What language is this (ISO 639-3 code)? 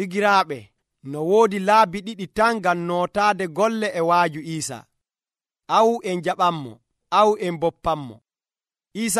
fuv